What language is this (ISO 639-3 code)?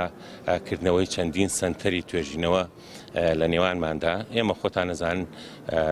ckb